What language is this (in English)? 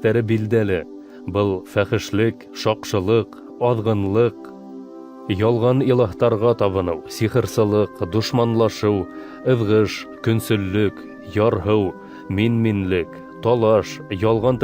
Bashkir